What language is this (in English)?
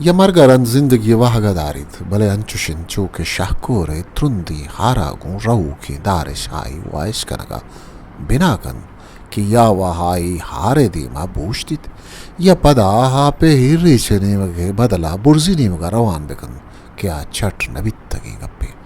Eastern Balochi